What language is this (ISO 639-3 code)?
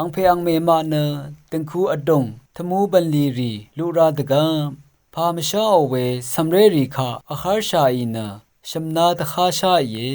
raw